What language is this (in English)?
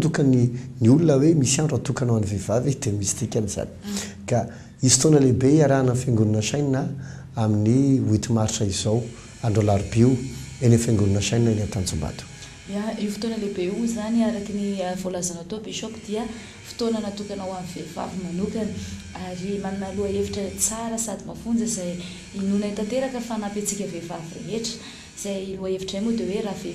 Malagasy